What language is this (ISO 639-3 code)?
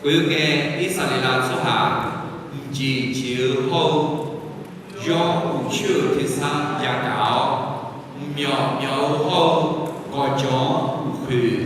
ahk